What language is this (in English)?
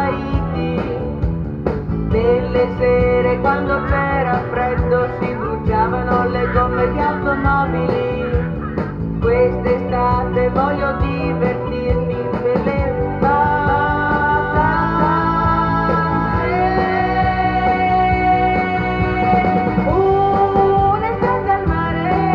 Italian